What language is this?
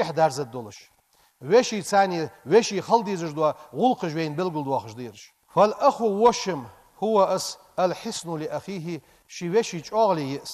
Ingush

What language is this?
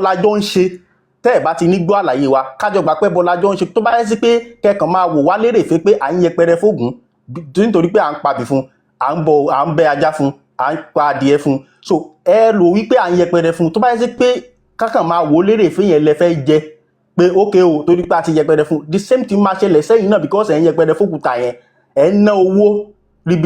Yoruba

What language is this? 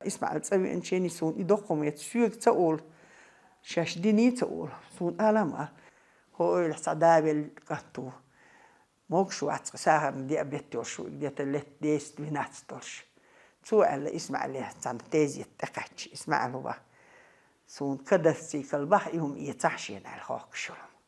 Chechen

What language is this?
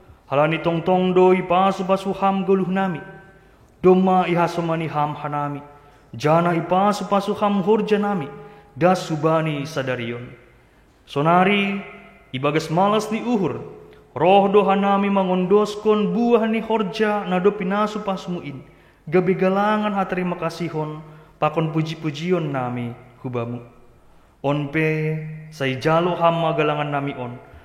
Batak Simalungun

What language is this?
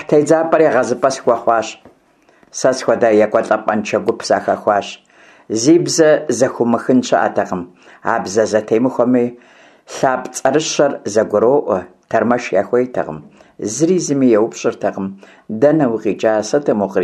Kabardian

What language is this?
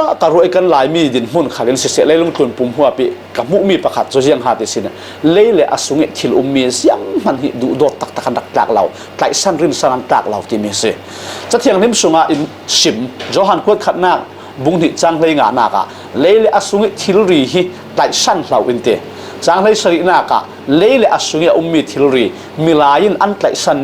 Falam Chin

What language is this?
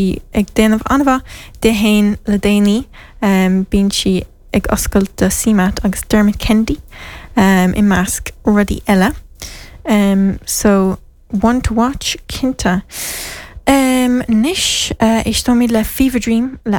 Irish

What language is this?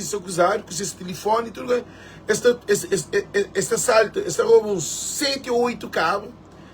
Kabuverdianu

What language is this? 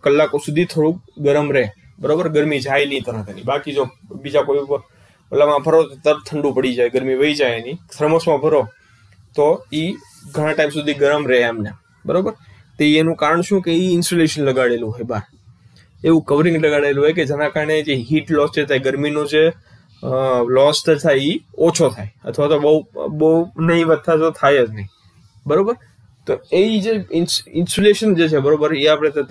Gujarati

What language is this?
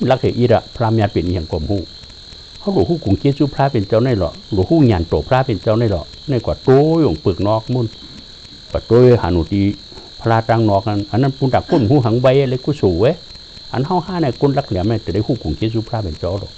Shan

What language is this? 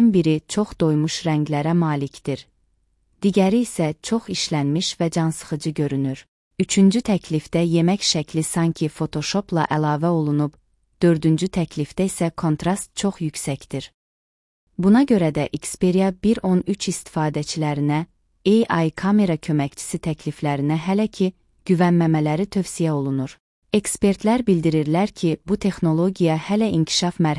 Azerbaijani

